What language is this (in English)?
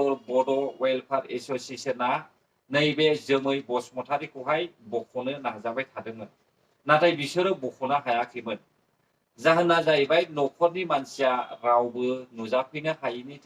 Bodo